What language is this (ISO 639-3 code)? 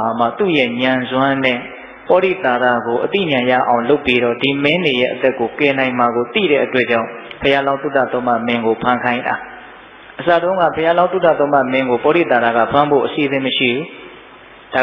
mya